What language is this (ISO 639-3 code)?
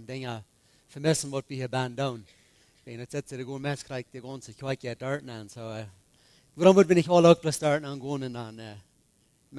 pdt